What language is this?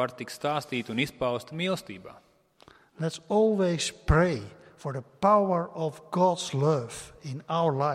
Latvian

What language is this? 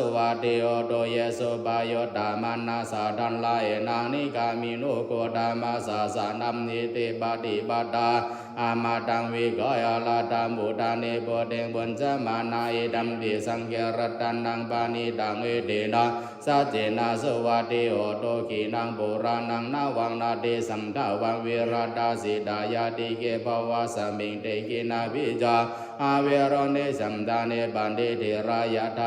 Pali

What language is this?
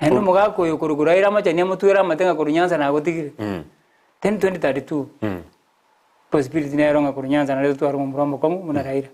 Gusii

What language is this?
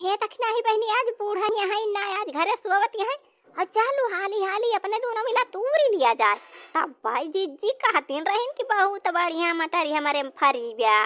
Awadhi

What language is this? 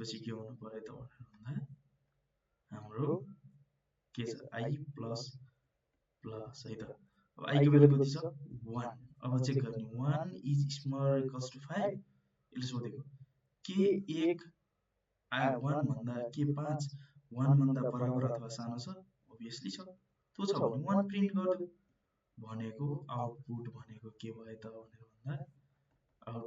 Nepali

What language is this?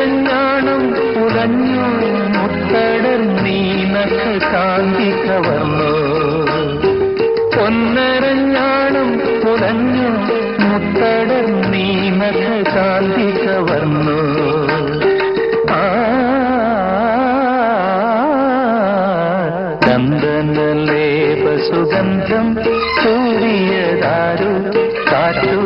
Malayalam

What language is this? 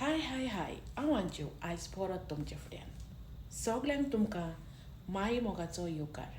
Konkani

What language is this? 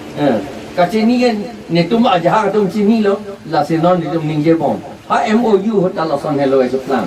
Karbi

